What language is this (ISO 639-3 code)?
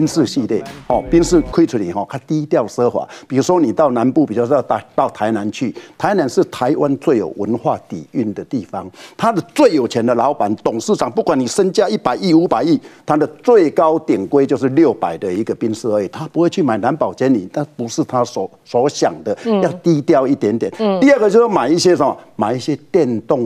zho